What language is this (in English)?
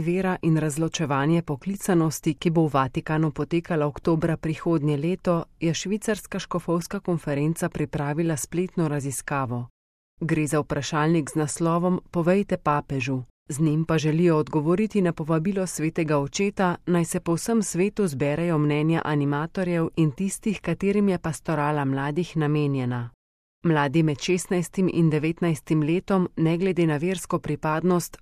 Slovenian